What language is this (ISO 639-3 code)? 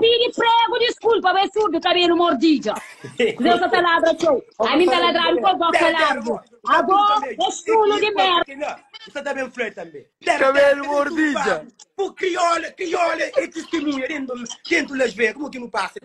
kea